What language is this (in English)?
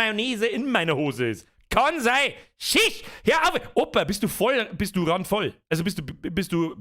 Bavarian